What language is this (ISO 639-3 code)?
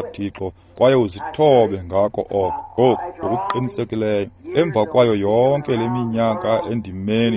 xho